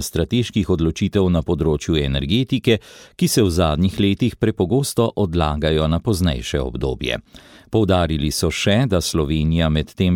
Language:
Slovenian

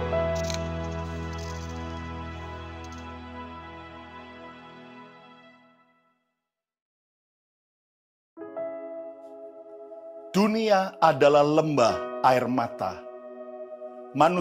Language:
Indonesian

